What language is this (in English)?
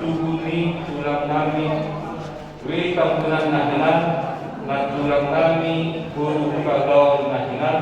Batak Toba